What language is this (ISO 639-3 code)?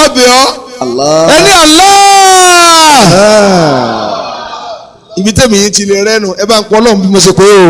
yor